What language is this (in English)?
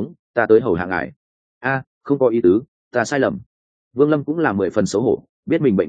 Vietnamese